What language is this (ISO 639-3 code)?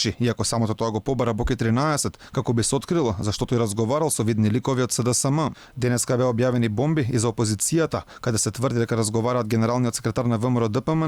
mkd